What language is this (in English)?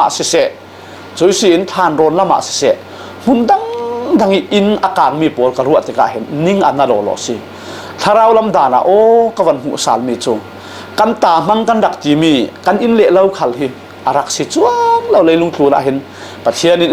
Falam Chin